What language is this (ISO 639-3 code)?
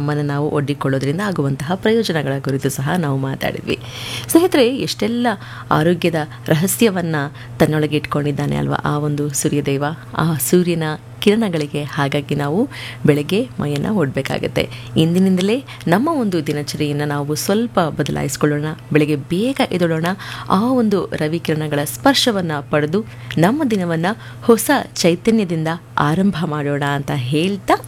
kan